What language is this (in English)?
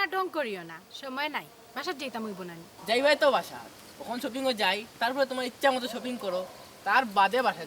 Sylheti